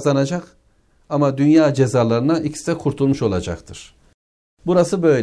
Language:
Turkish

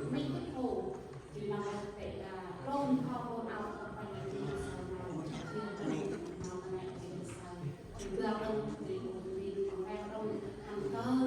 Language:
Central Mnong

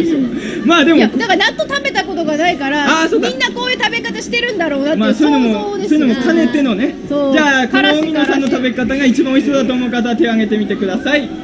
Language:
Japanese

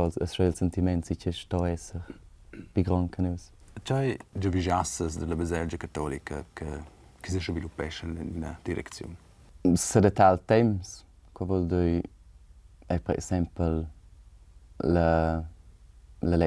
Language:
Romansh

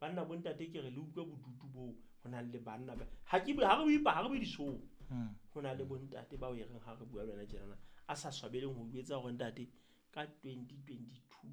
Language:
Southern Sotho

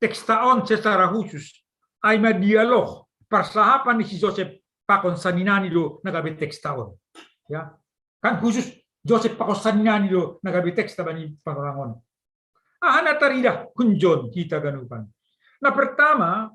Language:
Batak Simalungun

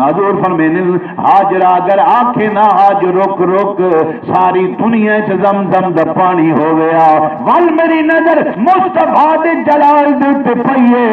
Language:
Saraiki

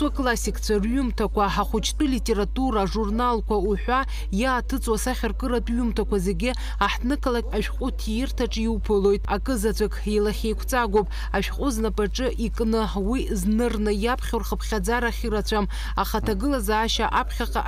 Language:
Abkhazian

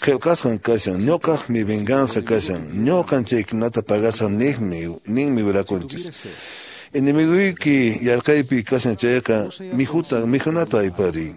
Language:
Quechua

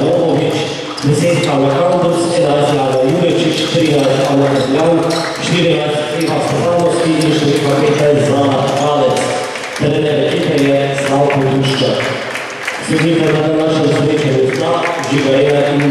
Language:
Slovenian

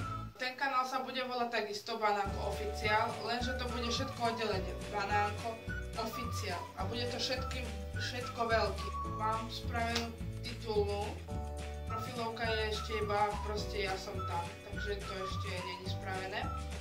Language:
Slovak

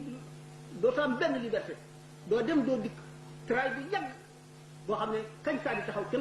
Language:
Wolof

